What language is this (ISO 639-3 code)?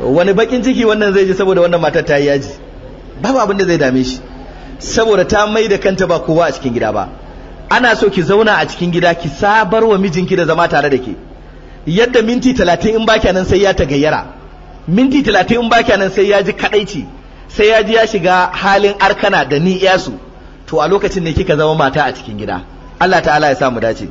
hau